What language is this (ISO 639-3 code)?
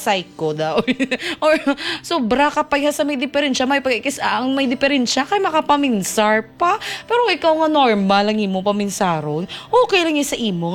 hil